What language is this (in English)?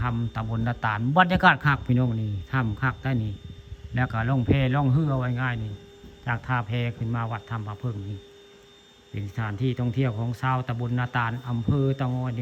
Northeastern Thai